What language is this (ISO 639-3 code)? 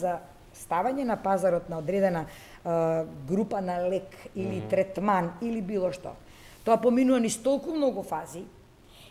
mkd